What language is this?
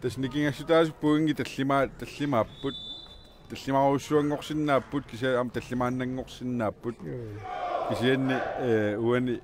Kalaallisut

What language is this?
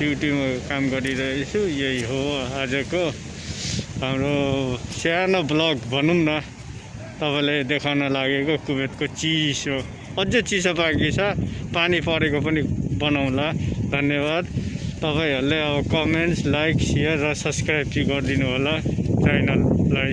Nepali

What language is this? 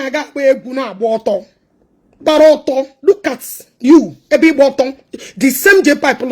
Igbo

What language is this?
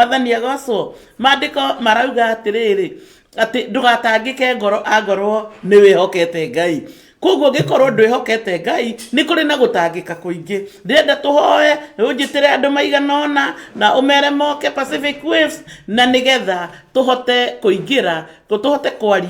Kikuyu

